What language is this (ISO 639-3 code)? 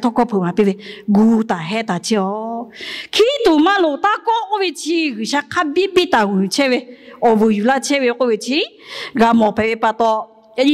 lhu